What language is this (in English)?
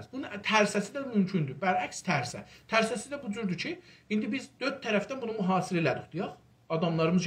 South Azerbaijani